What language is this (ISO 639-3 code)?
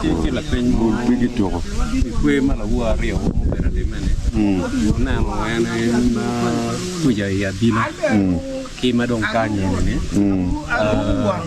ach